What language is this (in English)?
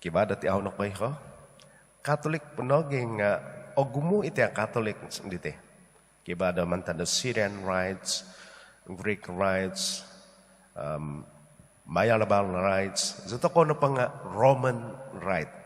Central Dusun